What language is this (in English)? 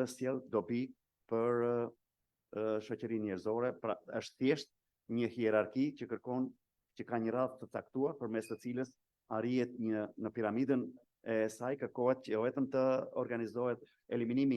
Albanian